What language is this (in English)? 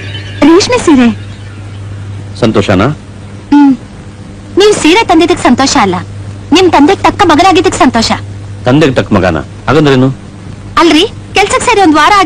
Kannada